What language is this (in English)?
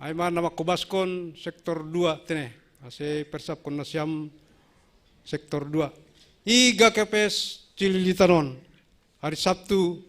Batak Simalungun